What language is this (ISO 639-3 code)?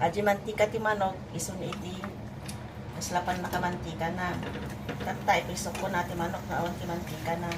ilo